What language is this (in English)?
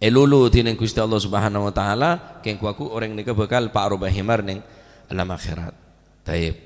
Madurese